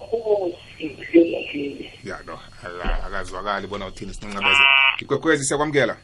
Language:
South Ndebele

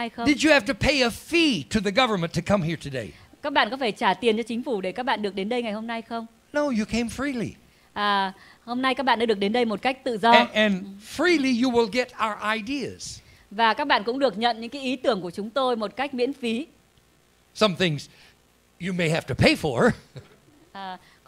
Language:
Vietnamese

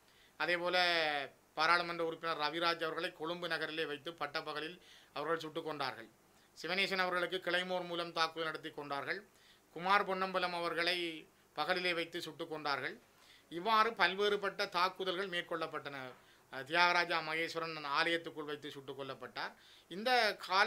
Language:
Tamil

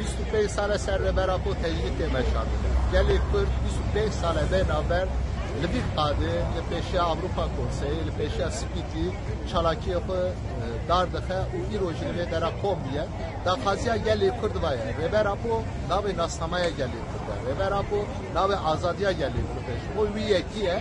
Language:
Kurdish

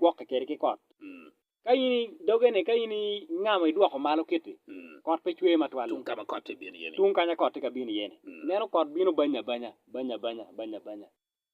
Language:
Acoli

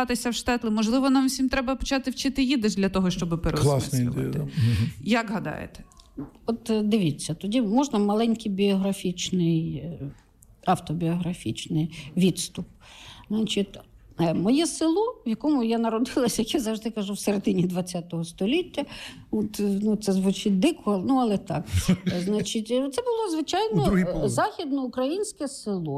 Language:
Ukrainian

